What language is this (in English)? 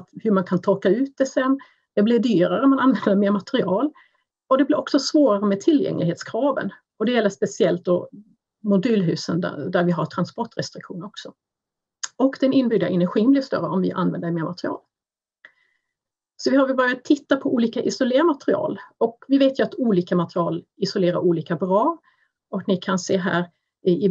Swedish